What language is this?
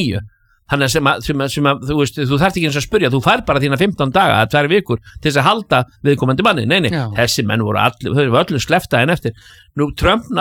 Icelandic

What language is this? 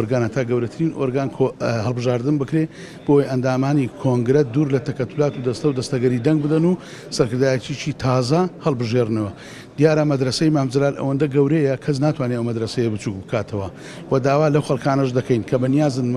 Central Kurdish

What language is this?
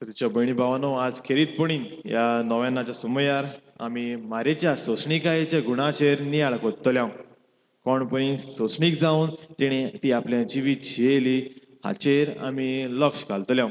Konkani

